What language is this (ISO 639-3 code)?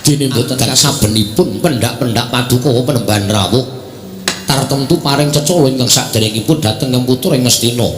jav